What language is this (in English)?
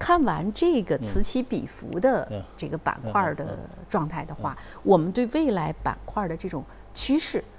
Chinese